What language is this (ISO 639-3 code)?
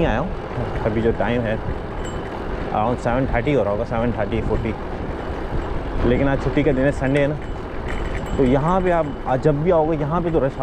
hin